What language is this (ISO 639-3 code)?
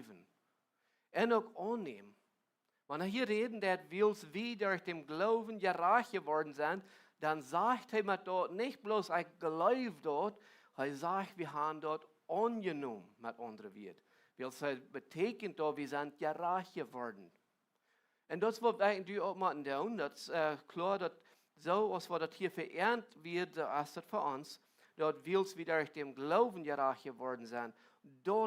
pdt